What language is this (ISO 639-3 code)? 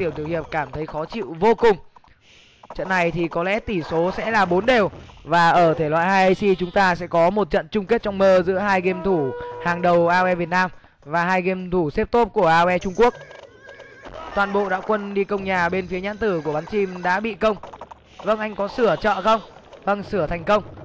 vie